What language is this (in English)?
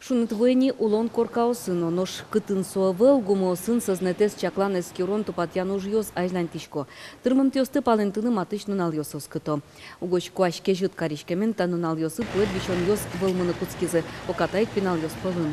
Udmurt